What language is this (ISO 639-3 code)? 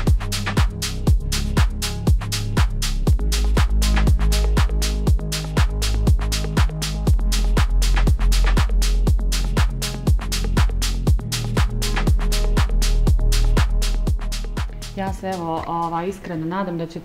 bos